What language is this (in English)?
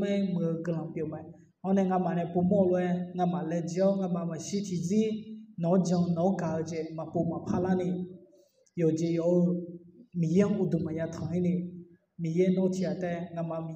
Akha